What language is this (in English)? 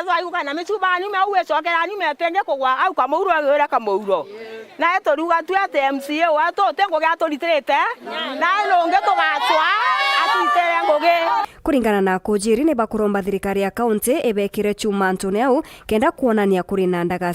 Meru